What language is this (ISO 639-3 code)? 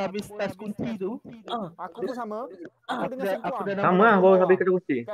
msa